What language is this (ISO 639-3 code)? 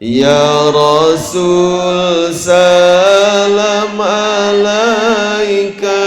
sas